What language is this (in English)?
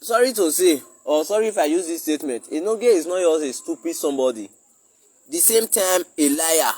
Nigerian Pidgin